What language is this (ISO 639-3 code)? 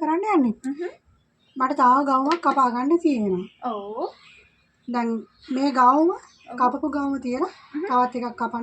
sin